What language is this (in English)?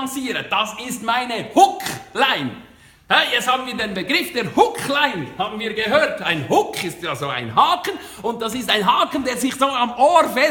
Swiss German